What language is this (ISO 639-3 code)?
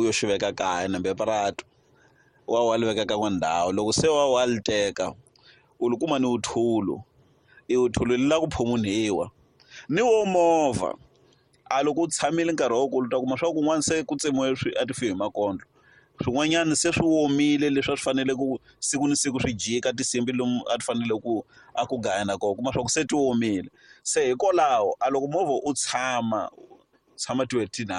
tso